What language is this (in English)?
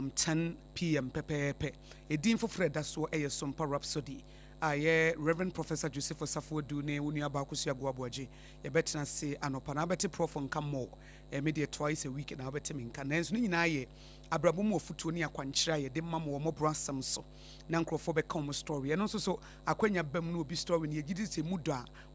Akan